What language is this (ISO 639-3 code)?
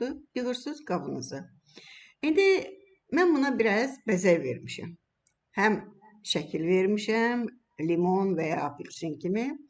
aze